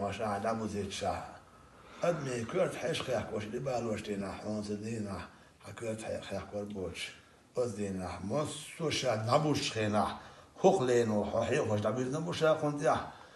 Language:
Chechen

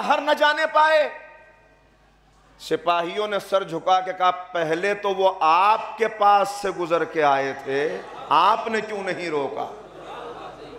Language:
Urdu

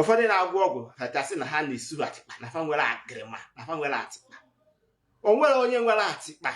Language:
Igbo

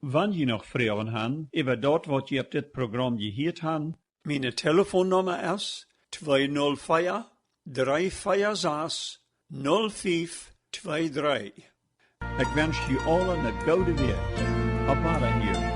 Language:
Plautdietsch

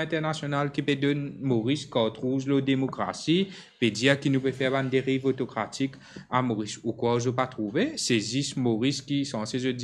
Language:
Morisyen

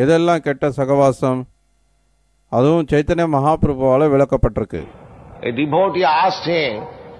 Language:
Tamil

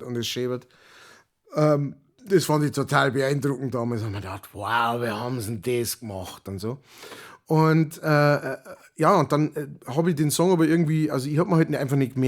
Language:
Bavarian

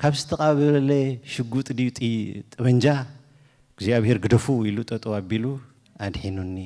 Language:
Tigrinya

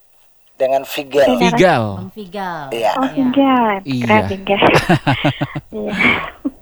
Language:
Indonesian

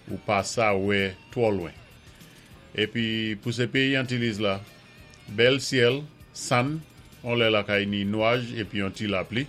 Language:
Saint Lucian Creole French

